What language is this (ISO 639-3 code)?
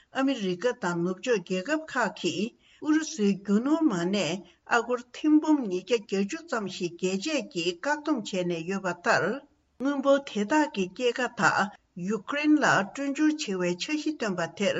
bod